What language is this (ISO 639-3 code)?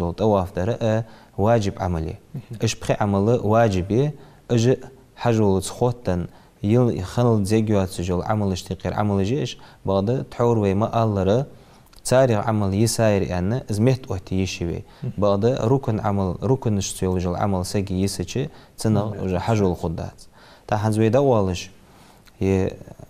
inh